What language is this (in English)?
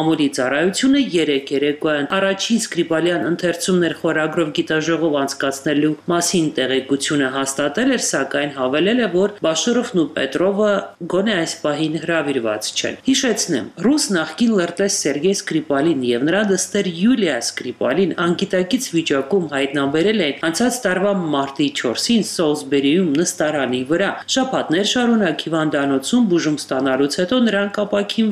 Armenian